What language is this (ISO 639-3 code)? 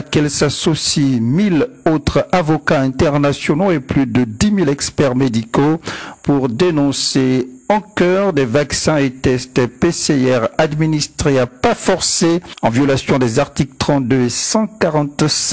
fra